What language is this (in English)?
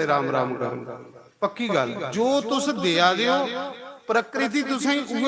Dogri